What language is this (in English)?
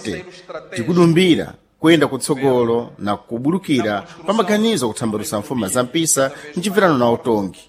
Sena